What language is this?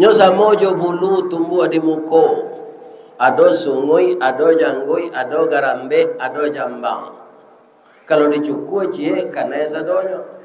Minangkabau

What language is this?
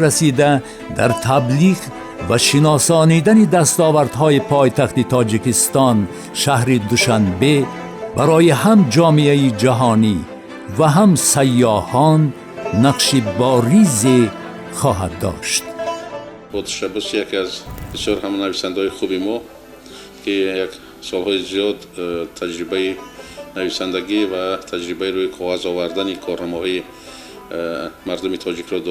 Tajik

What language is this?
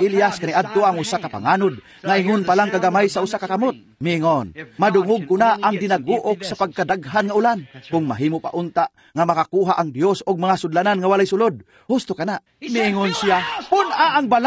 Cebuano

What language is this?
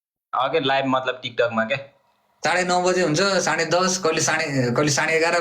Nepali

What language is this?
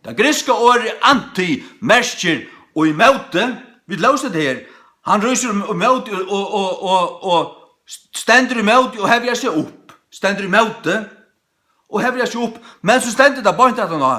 Faroese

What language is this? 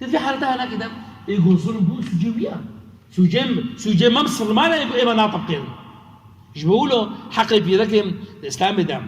Kurdish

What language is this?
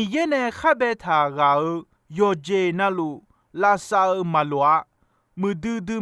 Akha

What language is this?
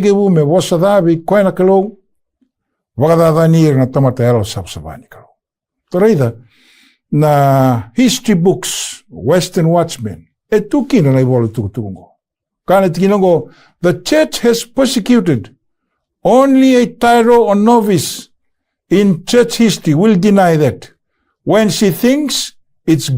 Fijian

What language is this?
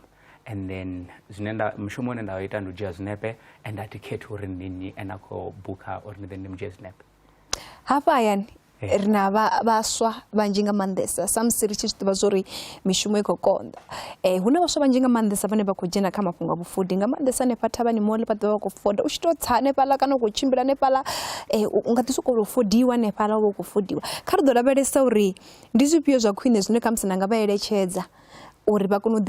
Venda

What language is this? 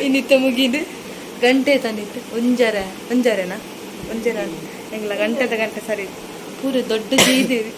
Tulu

